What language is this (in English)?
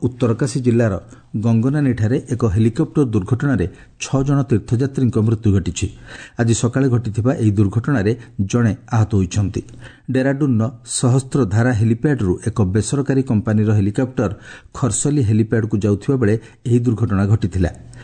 Odia